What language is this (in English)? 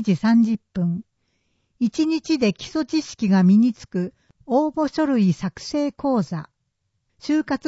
Japanese